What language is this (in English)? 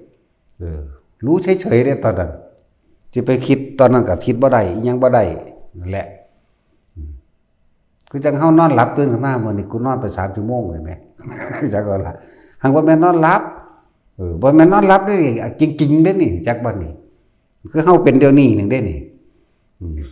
Northeastern Thai